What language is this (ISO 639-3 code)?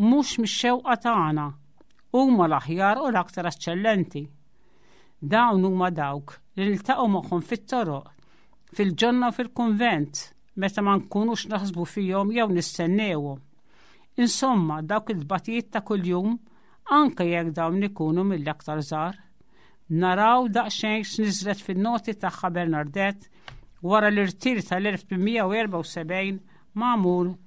mlt